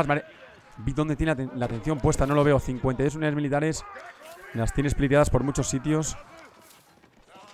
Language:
Spanish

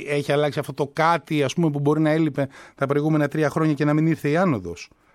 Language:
Greek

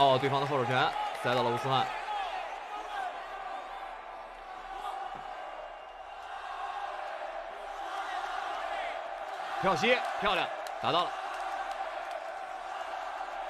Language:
Chinese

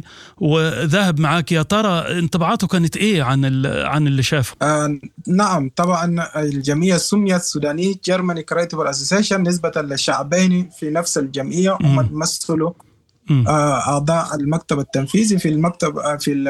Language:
Sudanese Arabic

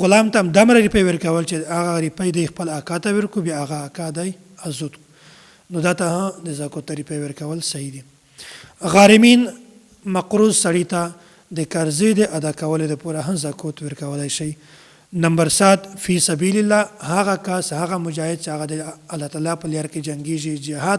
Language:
Pashto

